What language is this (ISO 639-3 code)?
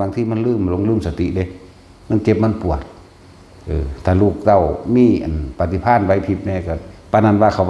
tts